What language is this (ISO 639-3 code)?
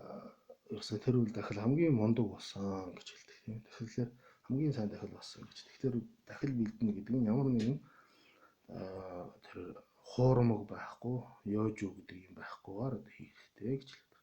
mon